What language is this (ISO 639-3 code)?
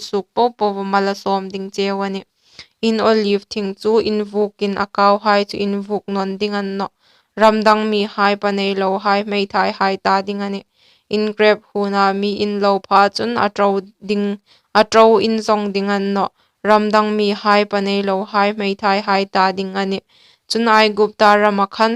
hmr